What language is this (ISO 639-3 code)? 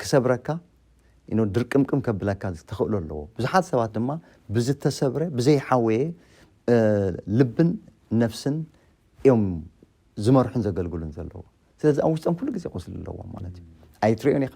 tir